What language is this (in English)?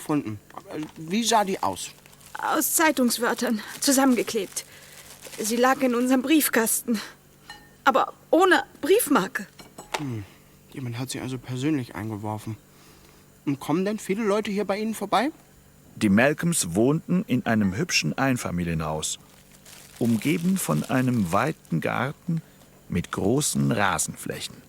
Swiss German